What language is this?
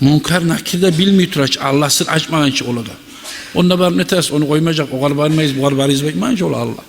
Kumyk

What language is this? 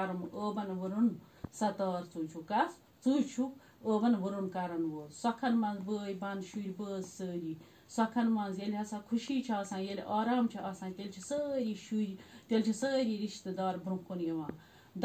Kashmiri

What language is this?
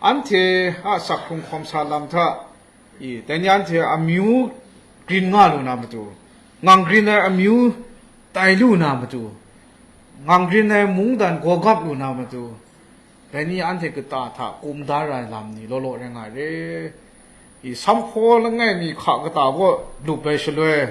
Kachin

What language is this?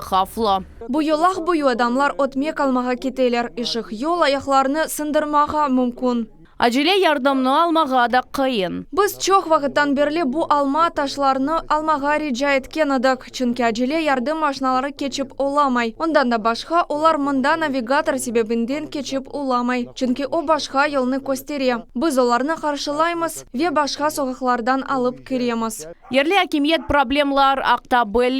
Crimean Tatar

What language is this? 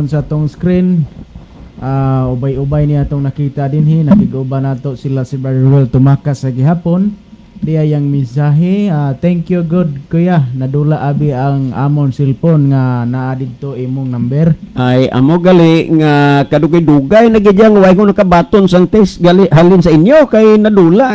Cebuano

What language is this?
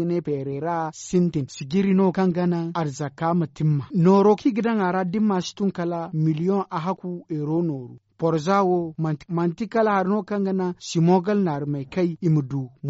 Zarma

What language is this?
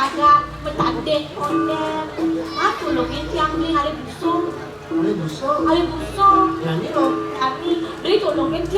Balinese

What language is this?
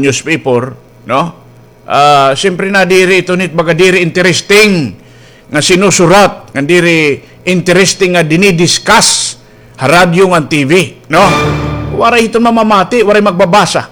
Waray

